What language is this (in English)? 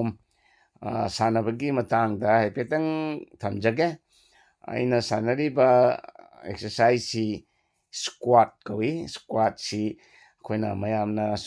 Manipuri